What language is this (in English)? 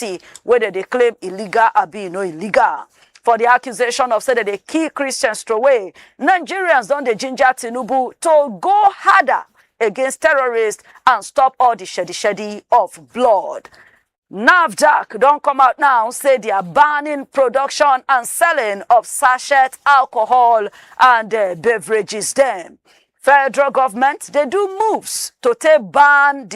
Nigerian Pidgin